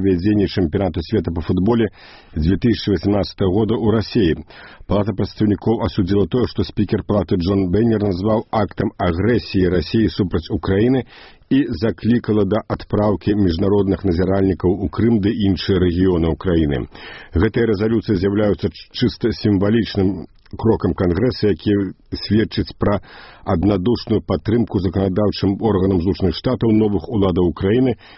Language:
Belarusian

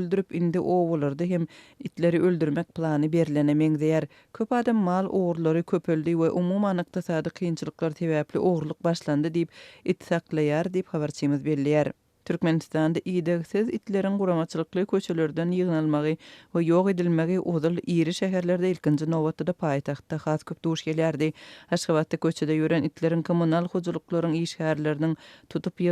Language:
Turkmen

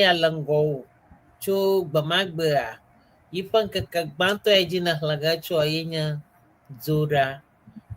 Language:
Ewe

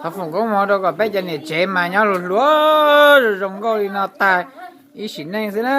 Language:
Hmong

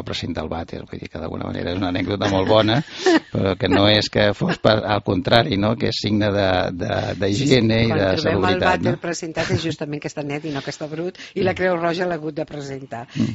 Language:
Catalan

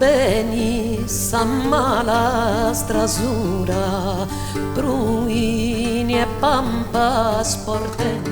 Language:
Sardinian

